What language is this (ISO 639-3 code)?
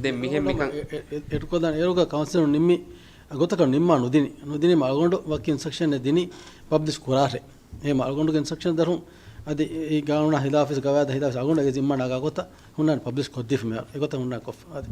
div